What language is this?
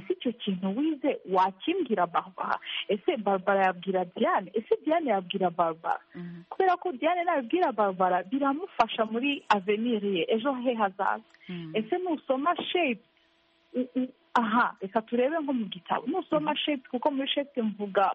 Kinyarwanda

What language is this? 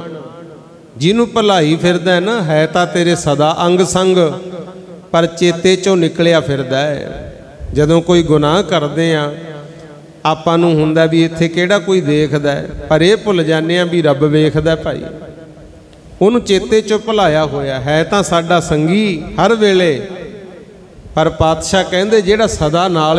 Punjabi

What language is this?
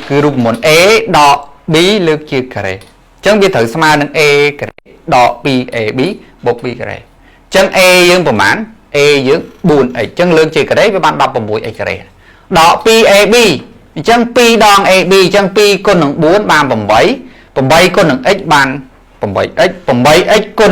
Khmer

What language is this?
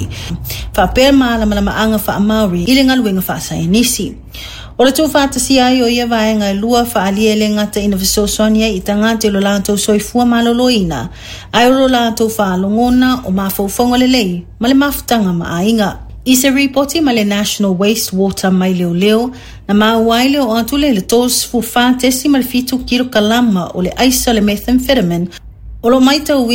Samoan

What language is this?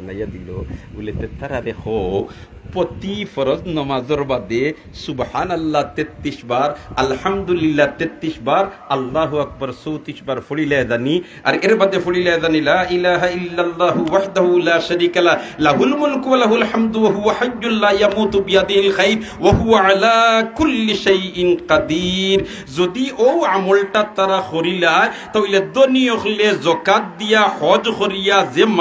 Sylheti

